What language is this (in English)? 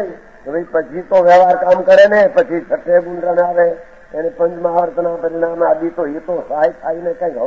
Gujarati